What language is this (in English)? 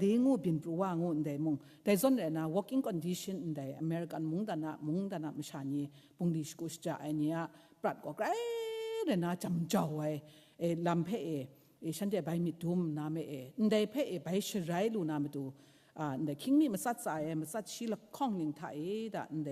Kachin